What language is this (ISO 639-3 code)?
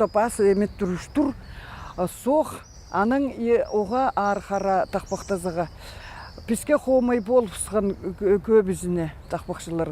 kjh